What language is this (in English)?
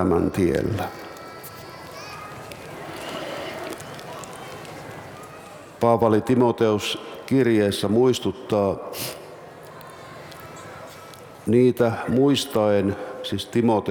Finnish